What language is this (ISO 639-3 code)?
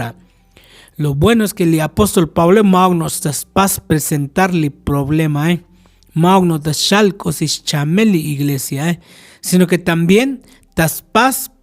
tzo